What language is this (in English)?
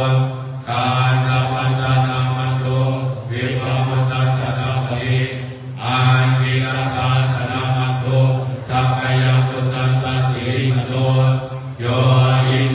Pali